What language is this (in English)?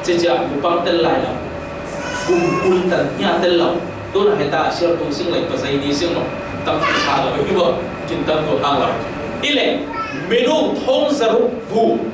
Falam Chin